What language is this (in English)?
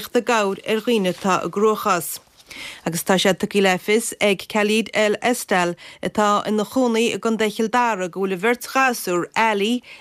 Irish